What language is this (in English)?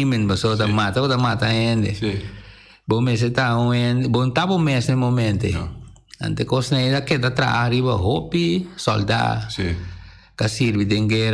Papiamento